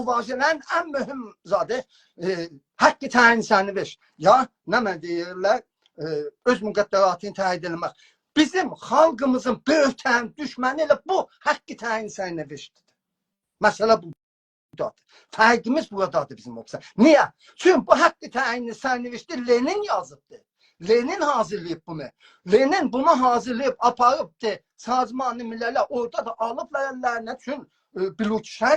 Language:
South Azerbaijani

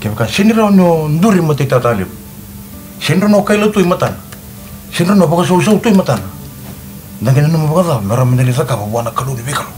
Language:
Fijian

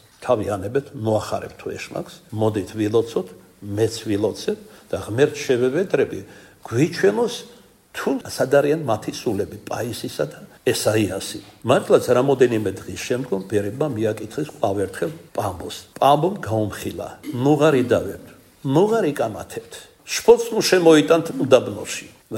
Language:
Georgian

